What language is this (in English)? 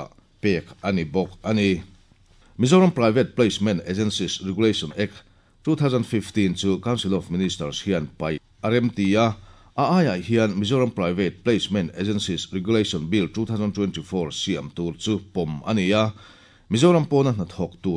Mizo